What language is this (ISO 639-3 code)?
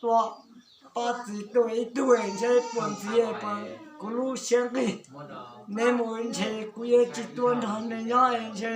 hmn